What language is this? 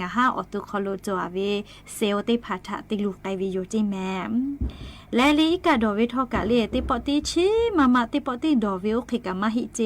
Lahu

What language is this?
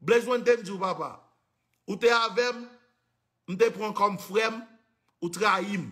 Haitian Creole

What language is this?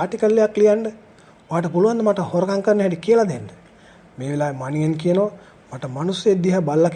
Sinhala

